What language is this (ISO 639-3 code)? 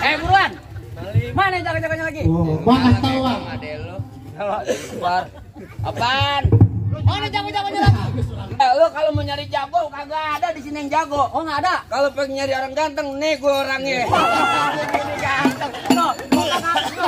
bew